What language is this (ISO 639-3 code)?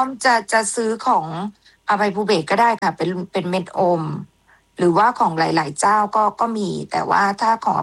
tha